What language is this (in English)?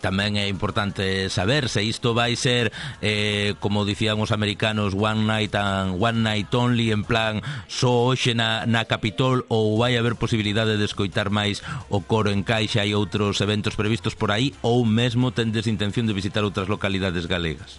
Galician